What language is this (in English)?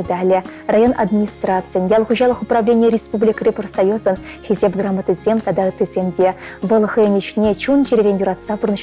Chuvash